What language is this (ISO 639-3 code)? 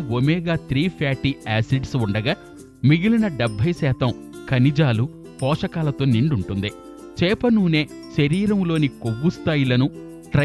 tel